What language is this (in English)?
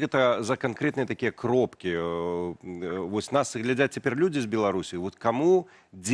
Belarusian